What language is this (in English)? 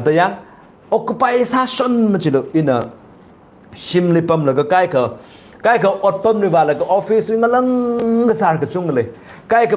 Tangkhul Naga (India)